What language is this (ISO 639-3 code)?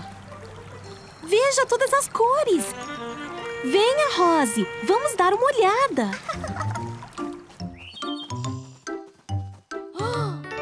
por